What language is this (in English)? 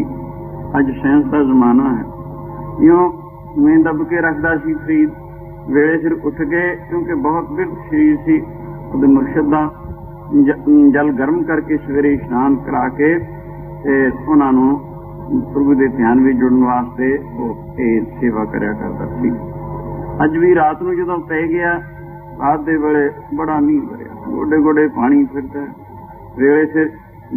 Punjabi